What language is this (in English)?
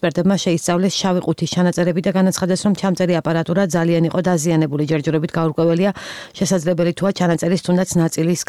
Georgian